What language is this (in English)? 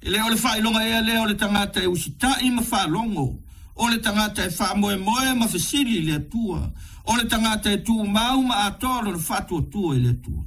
Samoan